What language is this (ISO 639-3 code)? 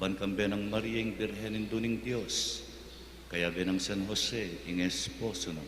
pam